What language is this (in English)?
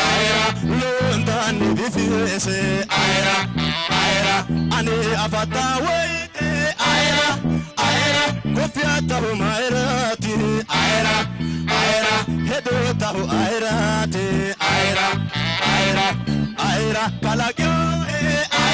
Sidamo